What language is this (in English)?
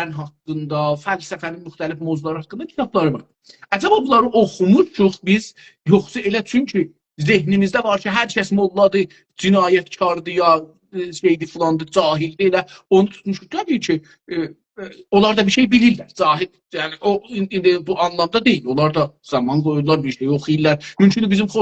South Azerbaijani